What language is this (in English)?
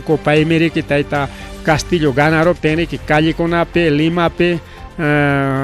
Ayacucho Quechua